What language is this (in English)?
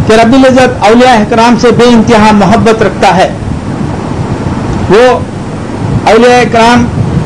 Urdu